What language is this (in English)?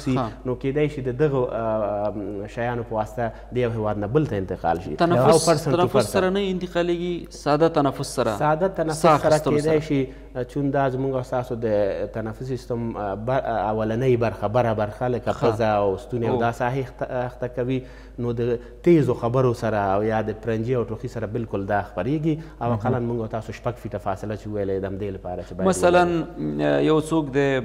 Pashto